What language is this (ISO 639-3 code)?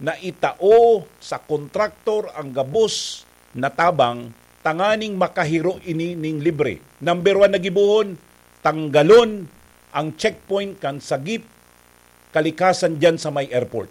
bik